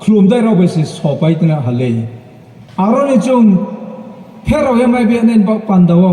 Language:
Riang (India)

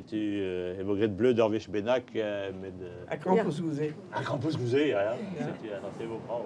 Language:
Breton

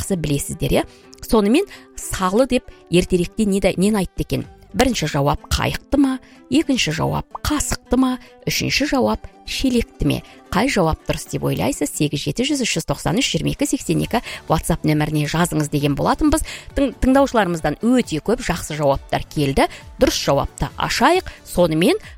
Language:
Kazakh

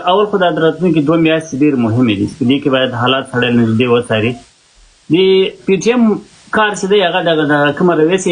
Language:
Pashto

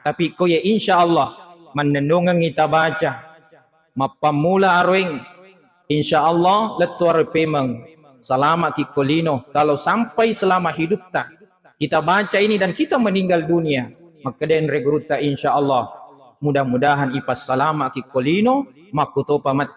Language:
Buginese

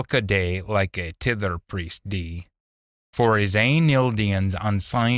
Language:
Scots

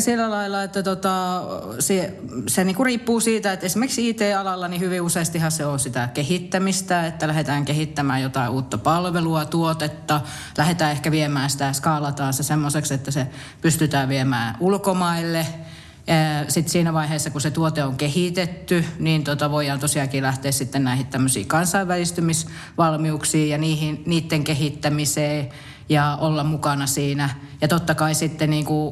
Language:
Finnish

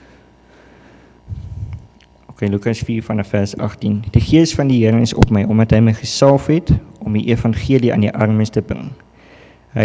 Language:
Afrikaans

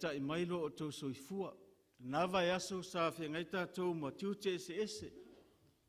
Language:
Samoan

